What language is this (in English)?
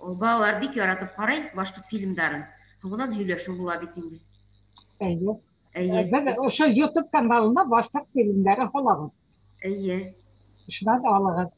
Bashkir